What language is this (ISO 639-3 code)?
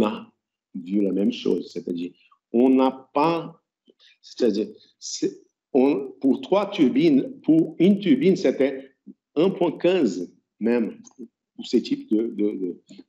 fra